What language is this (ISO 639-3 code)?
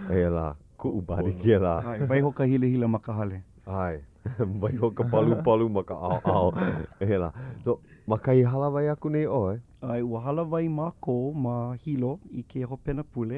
haw